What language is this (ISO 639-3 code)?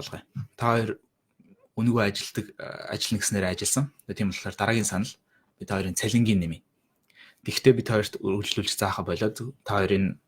mon